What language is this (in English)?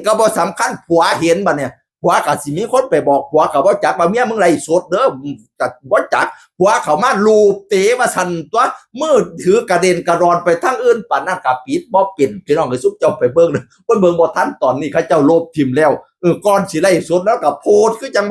Northeastern Thai